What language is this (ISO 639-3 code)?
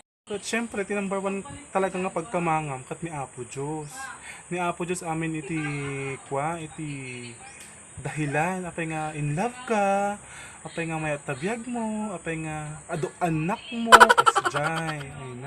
ilo